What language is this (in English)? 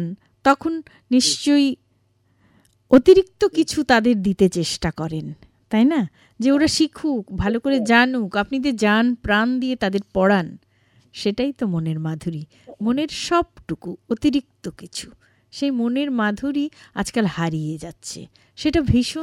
Bangla